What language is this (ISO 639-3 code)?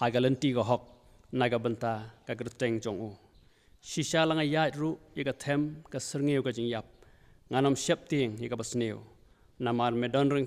kha